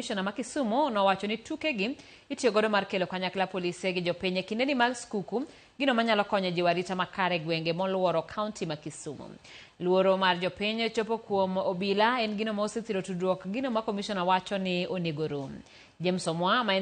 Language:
Luo (Kenya and Tanzania)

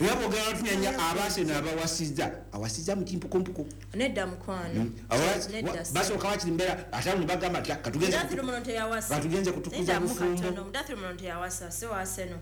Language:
Ganda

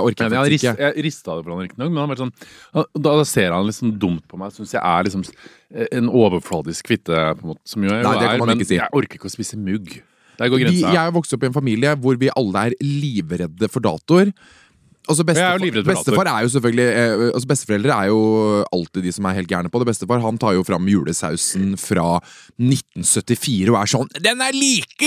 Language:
Norwegian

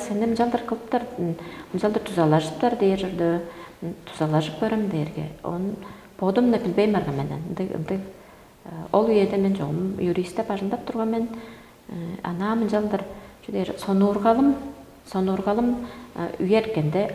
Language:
Tuvinian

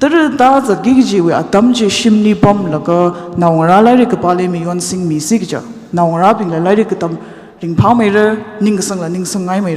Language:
Tangkhul Naga (India)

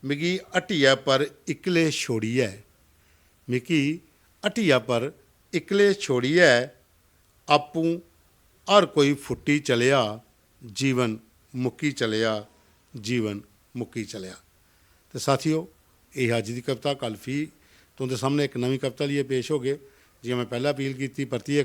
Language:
Dogri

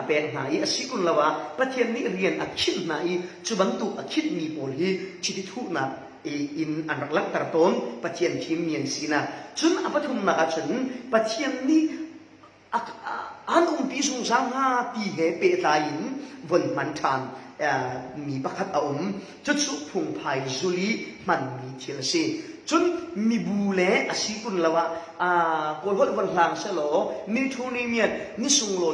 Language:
Falam Chin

